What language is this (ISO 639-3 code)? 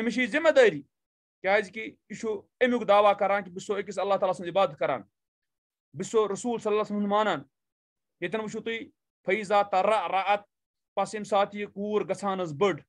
kas